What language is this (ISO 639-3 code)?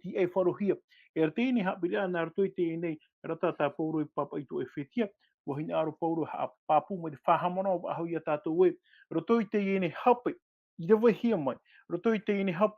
tah